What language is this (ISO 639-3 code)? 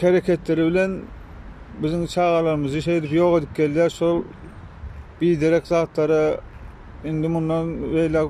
tuk